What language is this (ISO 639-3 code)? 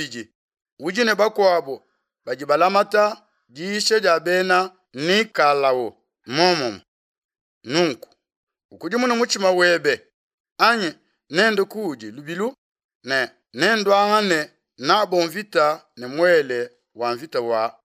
lua